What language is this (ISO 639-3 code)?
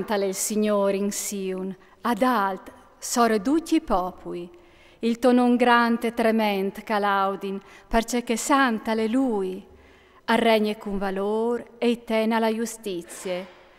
fur